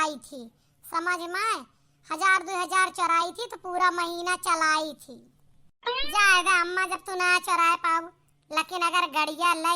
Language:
Awadhi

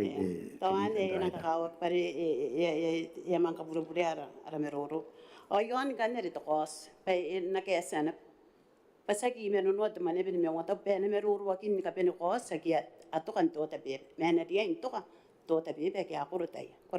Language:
Gilbertese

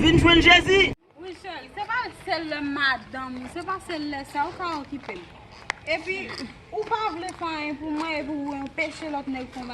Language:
Haitian Creole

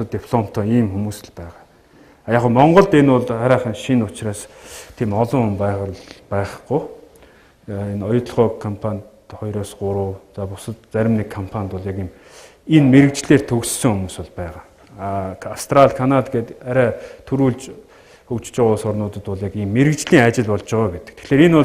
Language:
Mongolian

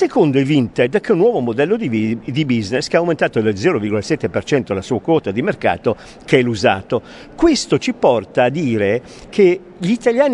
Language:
Italian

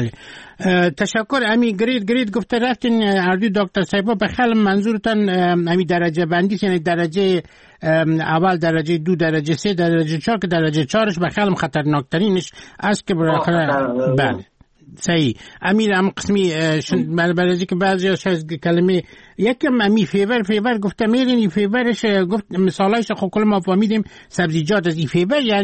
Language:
Persian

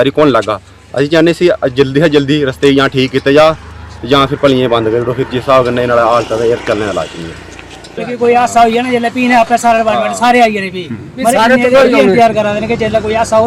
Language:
Dogri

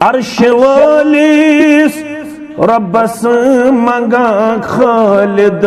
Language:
Kashmiri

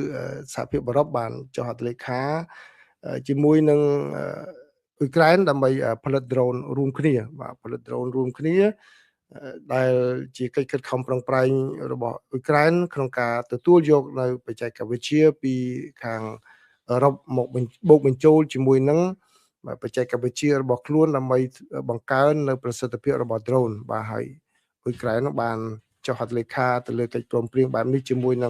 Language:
Khmer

